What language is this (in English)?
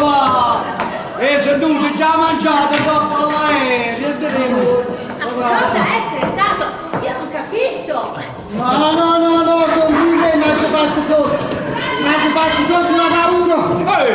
Neapolitan